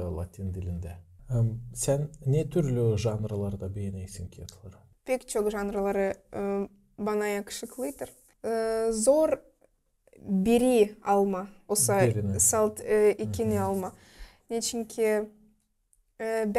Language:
Gagauz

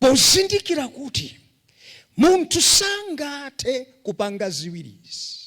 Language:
Nyanja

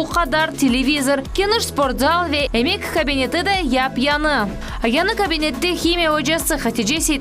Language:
Crimean Tatar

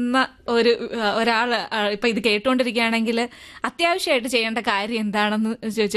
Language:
Malayalam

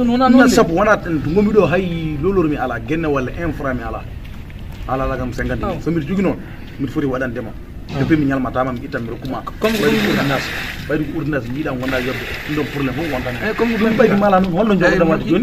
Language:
Fula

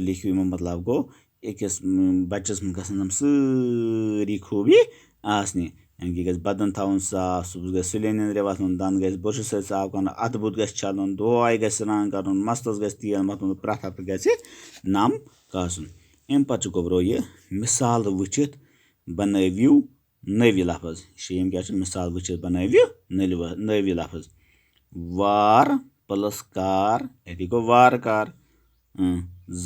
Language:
Kashmiri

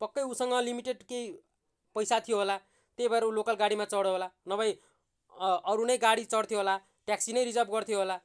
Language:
Nepali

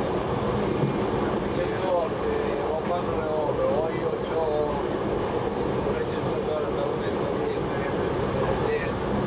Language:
Italian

